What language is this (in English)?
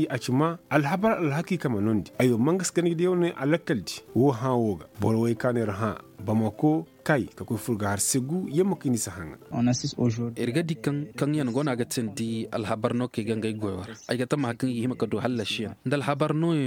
Koyraboro Senni